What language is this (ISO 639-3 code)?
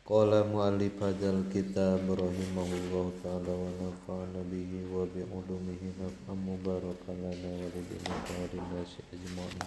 sun